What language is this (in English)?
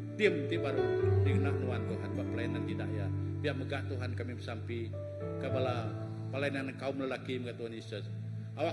Iban